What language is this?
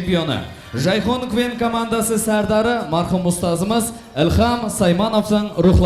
Kara-Kalpak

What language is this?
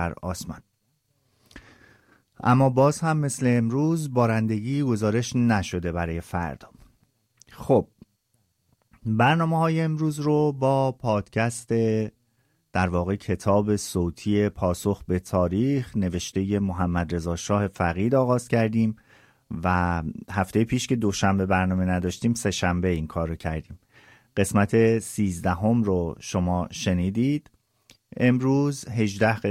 Persian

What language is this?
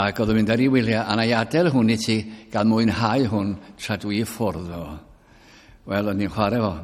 Welsh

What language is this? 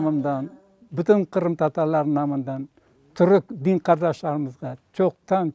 Crimean Tatar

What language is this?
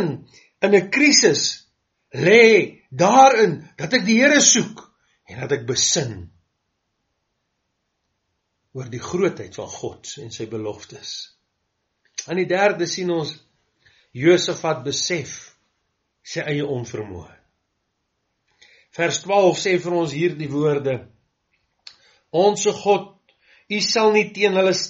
Afrikaans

